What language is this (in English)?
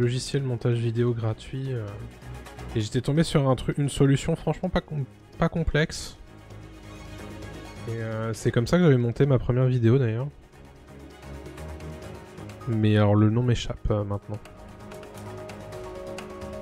French